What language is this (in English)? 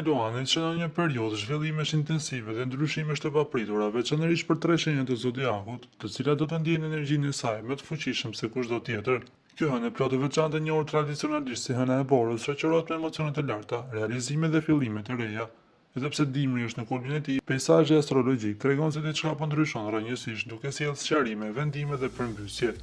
Albanian